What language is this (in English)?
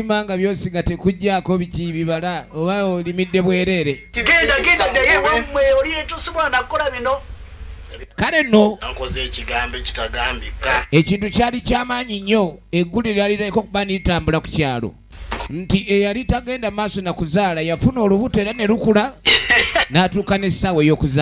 Ganda